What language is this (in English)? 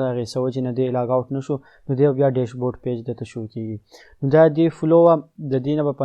Pashto